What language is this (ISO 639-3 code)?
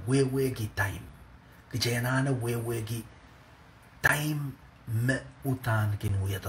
pon